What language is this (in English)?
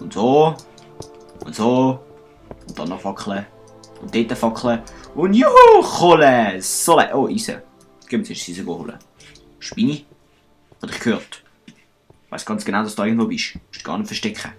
Swiss German